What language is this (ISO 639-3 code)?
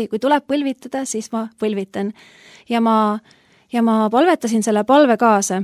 est